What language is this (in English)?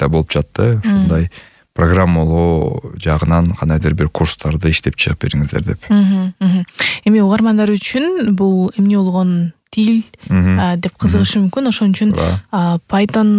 Kyrgyz